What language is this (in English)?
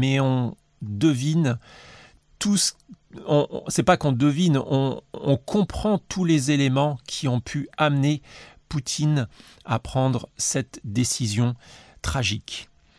French